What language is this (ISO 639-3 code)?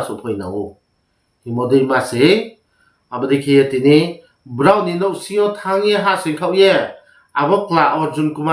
ria